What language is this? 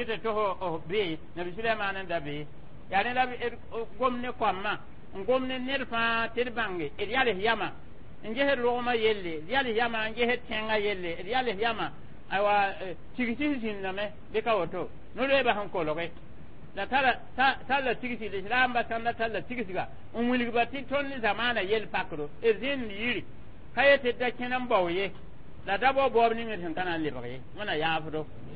Mossi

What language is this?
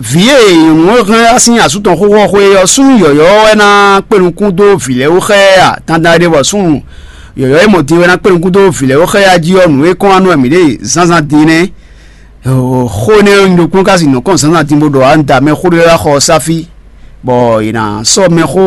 Fon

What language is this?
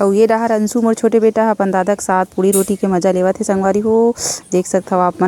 Chhattisgarhi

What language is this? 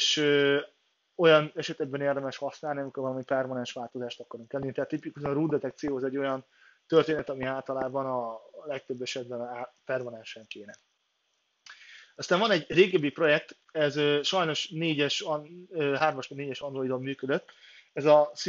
Hungarian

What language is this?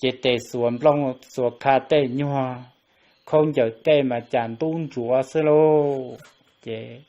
Hmong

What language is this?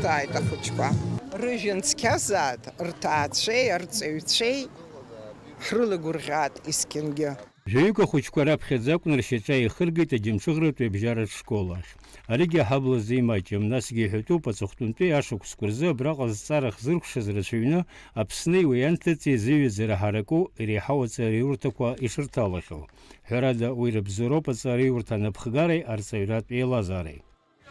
Abkhazian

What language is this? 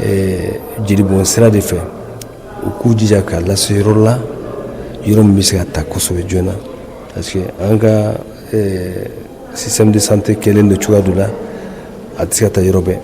Bambara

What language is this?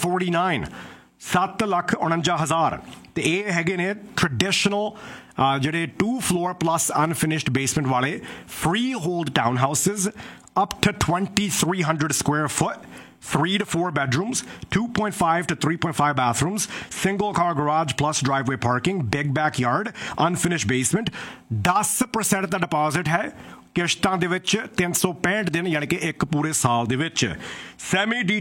Punjabi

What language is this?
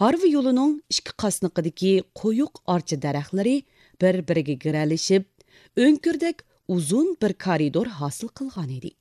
Uyghur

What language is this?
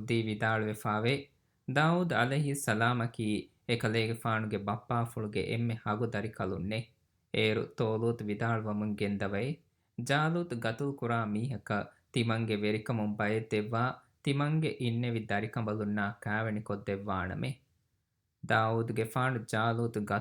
Divehi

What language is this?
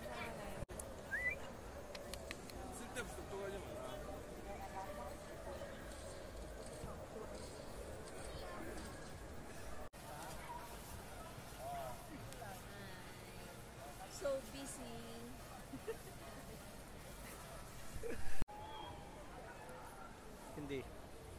Filipino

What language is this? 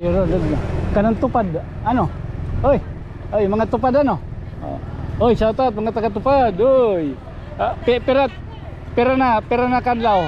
Waray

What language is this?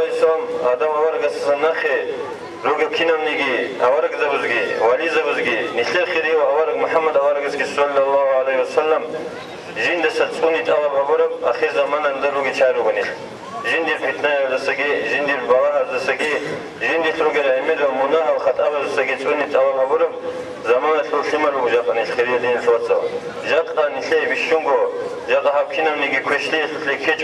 Avaric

